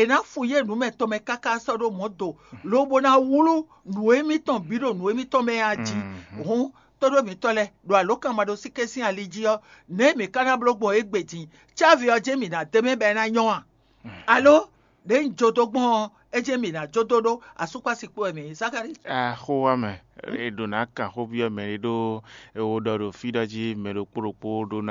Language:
Fon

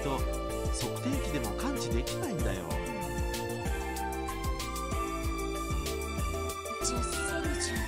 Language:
Japanese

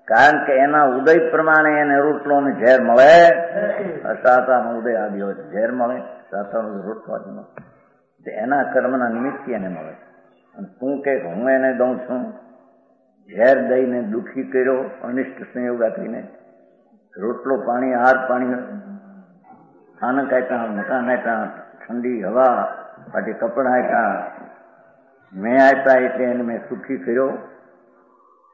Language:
Gujarati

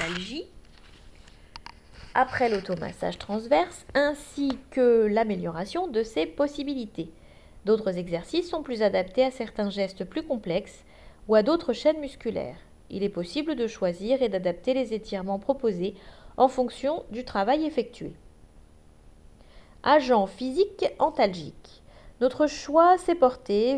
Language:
French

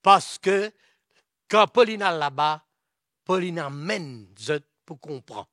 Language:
Morisyen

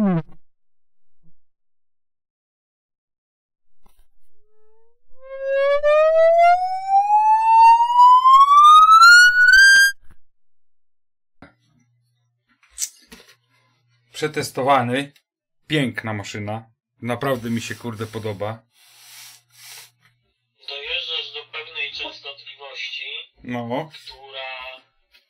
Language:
Polish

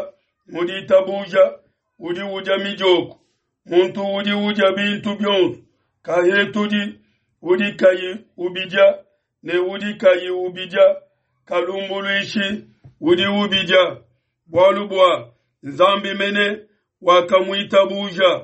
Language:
Luba-Lulua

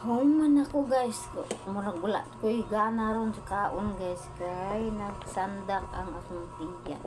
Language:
Cebuano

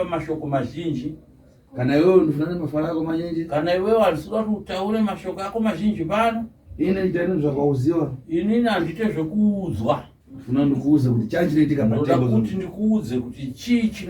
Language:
Shona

